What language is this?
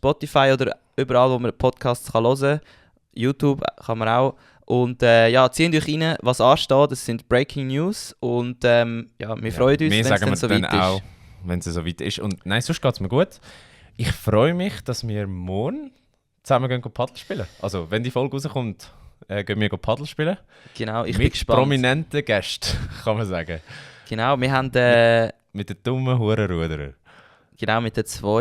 Swiss German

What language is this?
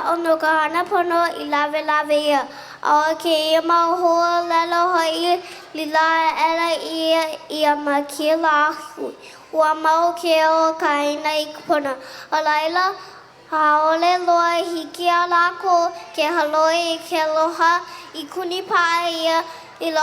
Hawaiian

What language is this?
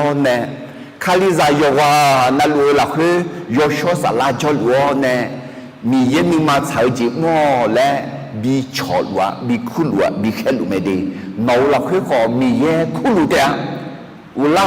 Akha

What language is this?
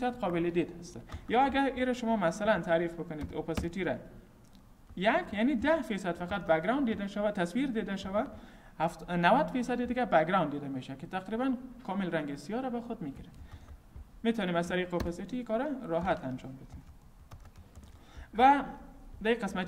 Persian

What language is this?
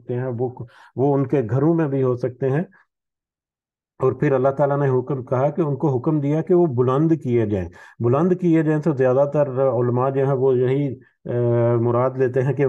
Urdu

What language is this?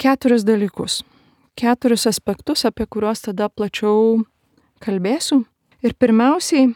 Lithuanian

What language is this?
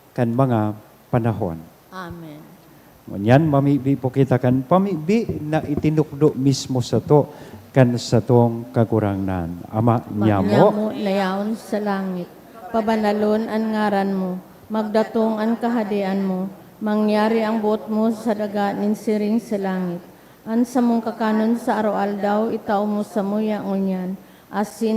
Bikol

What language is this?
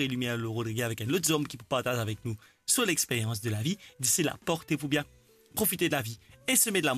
Morisyen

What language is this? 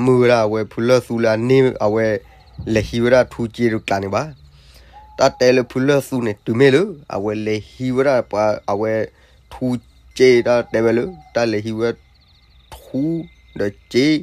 S'gaw Karen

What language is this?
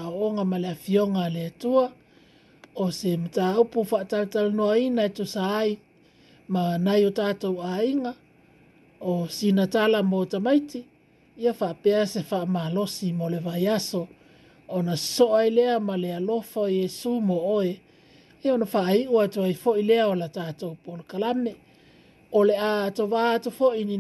Samoan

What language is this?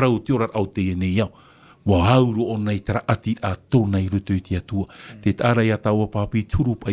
Tahitian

